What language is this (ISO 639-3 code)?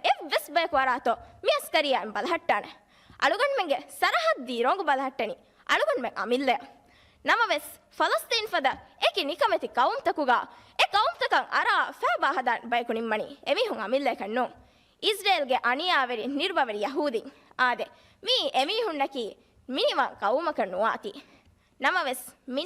div